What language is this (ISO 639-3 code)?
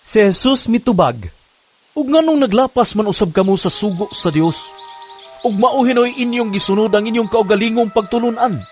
ceb